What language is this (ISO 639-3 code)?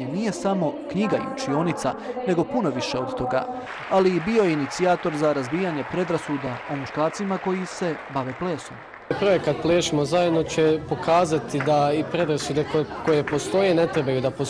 bos